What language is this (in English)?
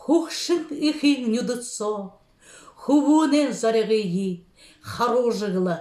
Buriat